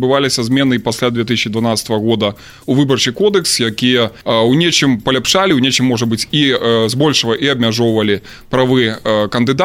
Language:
Belarusian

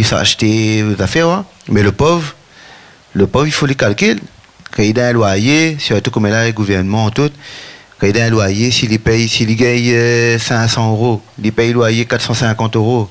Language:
Réunion Creole French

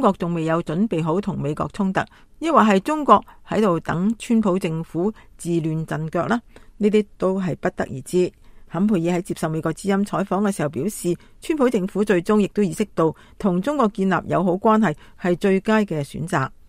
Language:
Cantonese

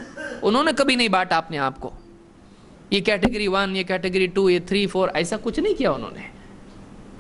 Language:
Urdu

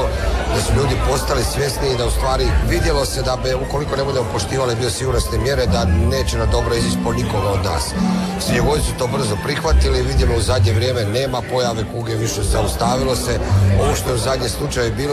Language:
Croatian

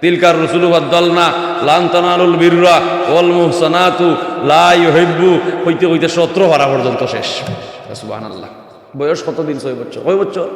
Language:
Sylheti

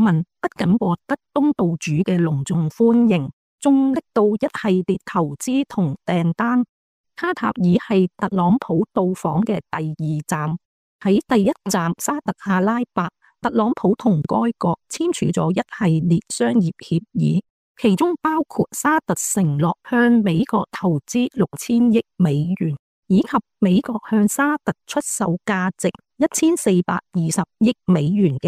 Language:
Cantonese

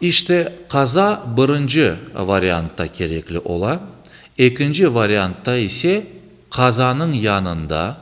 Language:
Crimean Tatar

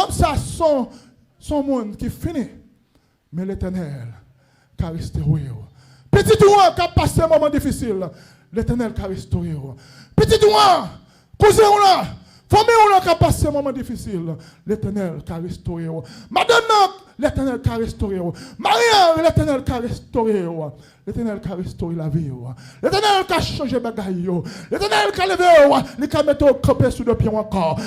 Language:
Haitian Creole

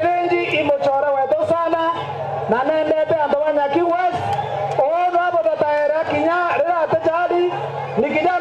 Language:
Meru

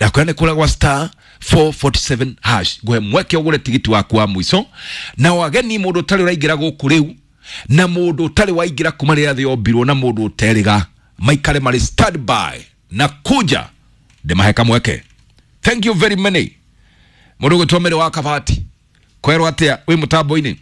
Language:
Kikuyu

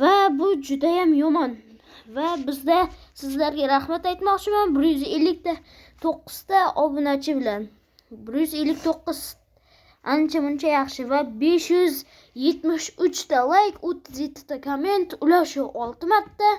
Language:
Uzbek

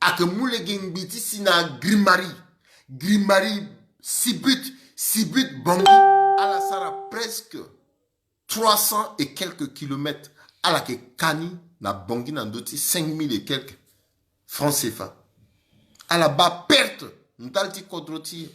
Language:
Sango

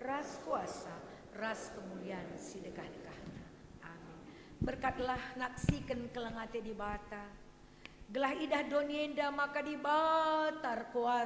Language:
Batak Karo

